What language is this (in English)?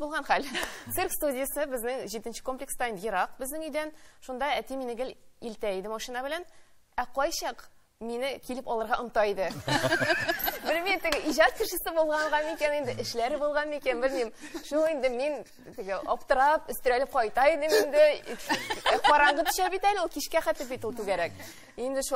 Tatar